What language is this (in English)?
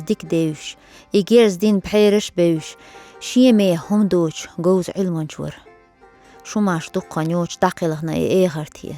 Chechen